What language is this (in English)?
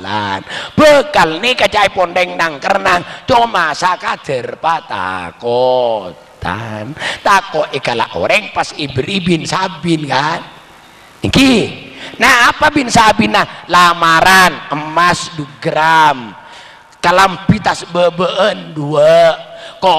Madurese